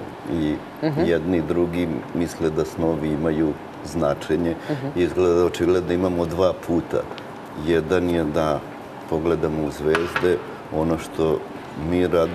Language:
Serbian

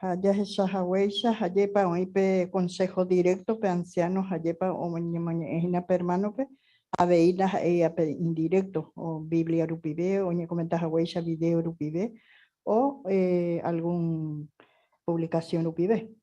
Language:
Guarani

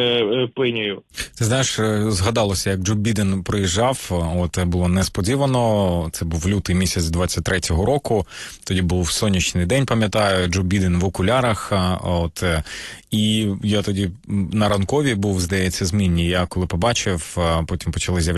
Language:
Ukrainian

